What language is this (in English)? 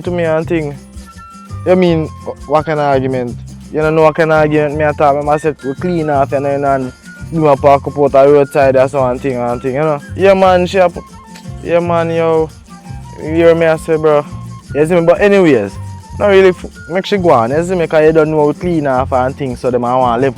Jamaican Creole English